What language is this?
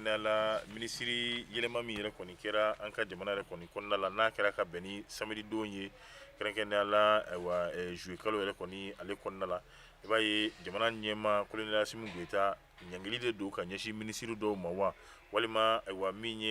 Bambara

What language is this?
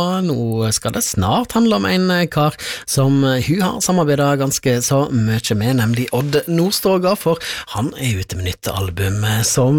Norwegian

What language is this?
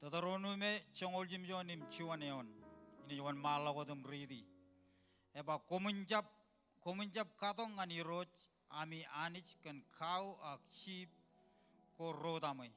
Marshallese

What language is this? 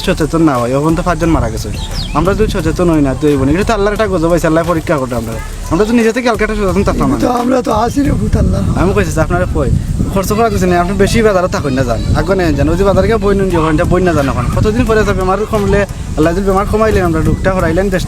Sylheti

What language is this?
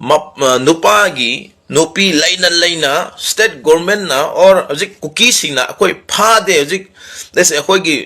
Manipuri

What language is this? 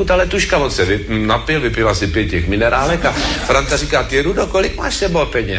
Czech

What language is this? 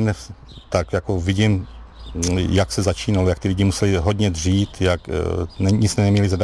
Czech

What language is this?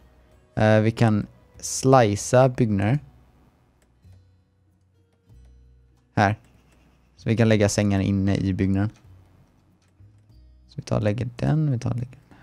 Swedish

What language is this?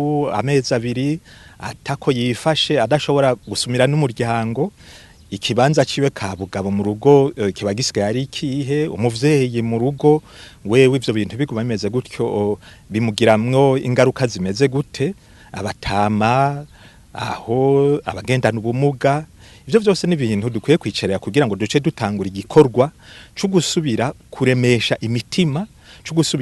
Rundi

